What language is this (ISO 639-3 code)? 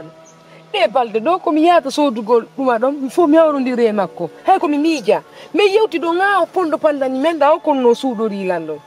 ful